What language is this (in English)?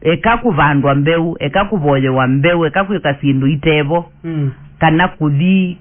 Kamba